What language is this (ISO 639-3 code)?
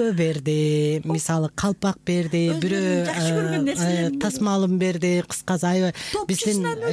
kir